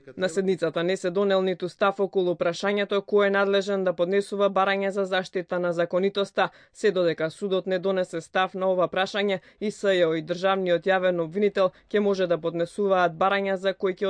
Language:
Macedonian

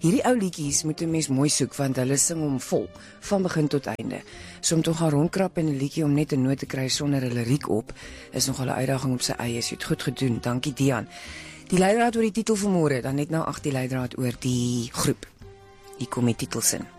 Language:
Afrikaans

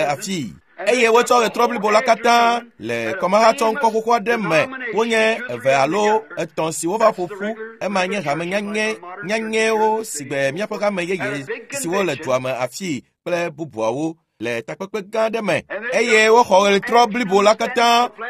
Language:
Ewe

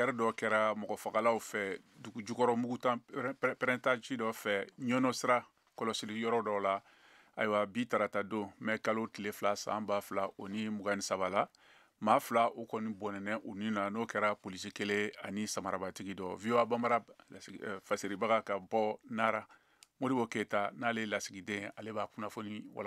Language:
Bambara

